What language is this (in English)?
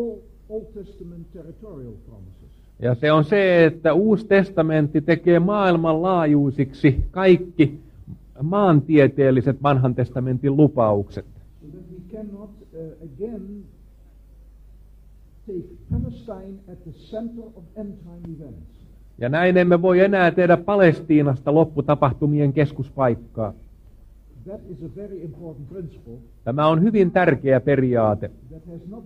Finnish